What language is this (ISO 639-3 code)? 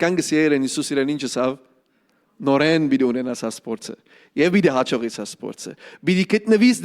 hyw